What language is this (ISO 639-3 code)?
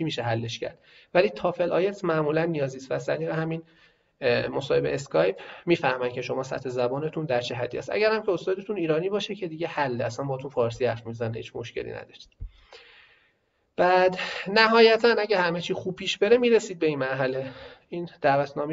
fas